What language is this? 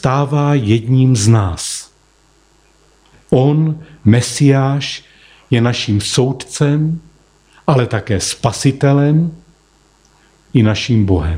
Czech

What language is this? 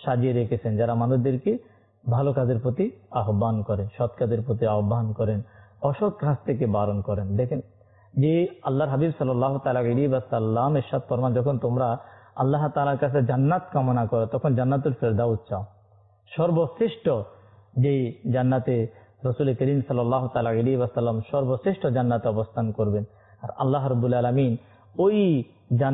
Bangla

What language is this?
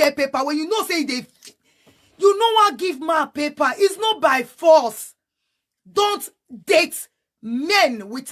Nigerian Pidgin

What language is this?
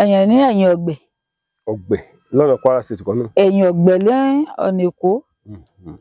Yoruba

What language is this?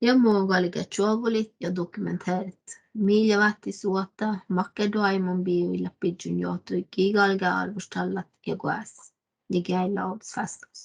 Northern Sami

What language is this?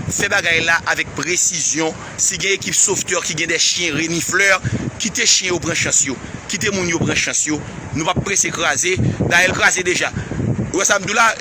Haitian Creole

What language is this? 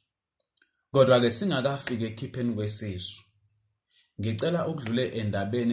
Zulu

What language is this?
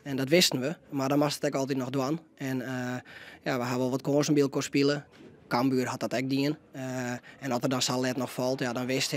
Western Frisian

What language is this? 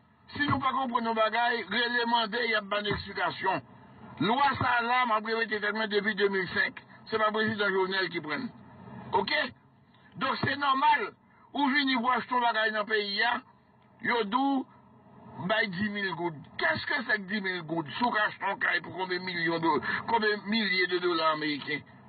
Haitian Creole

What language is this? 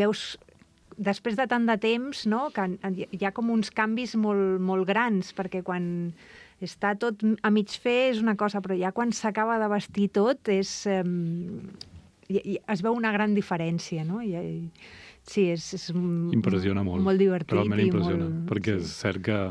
Catalan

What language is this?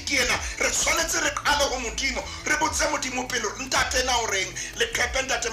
Southern Sotho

